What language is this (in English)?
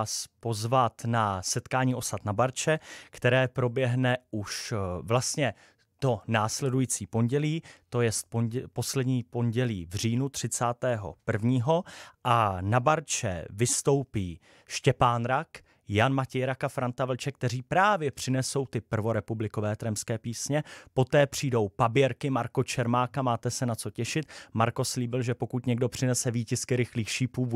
Czech